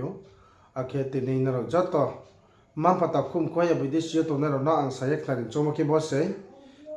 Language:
Riang (India)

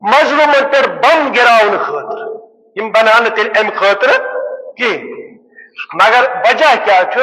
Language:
Kashmiri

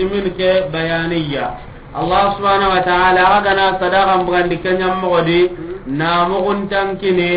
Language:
Soninke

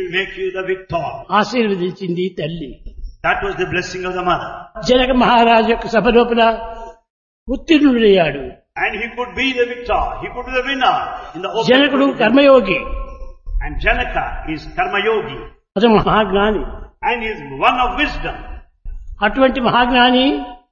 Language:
Telugu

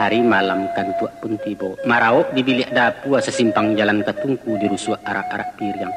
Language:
Minangkabau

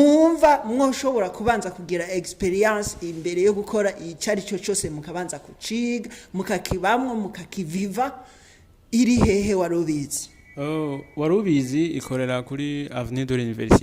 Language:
Rundi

